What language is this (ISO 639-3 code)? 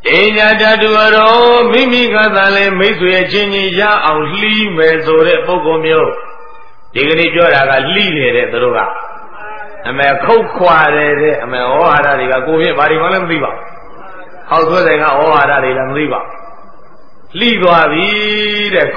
mya